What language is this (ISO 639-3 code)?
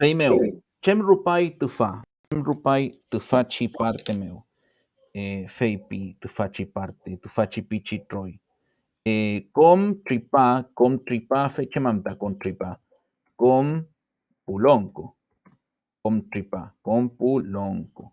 arn